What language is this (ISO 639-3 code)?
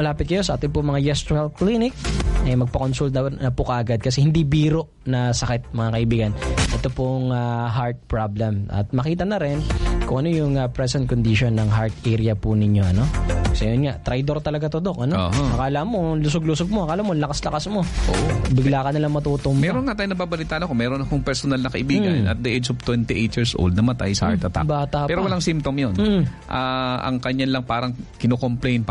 fil